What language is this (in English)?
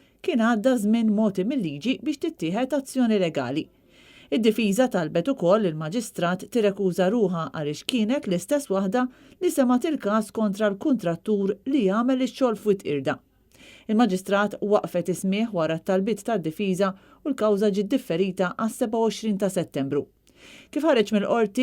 Maltese